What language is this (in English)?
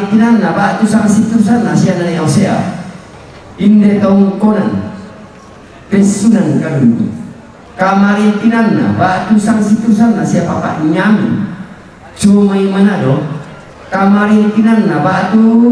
Toraja-Sa'dan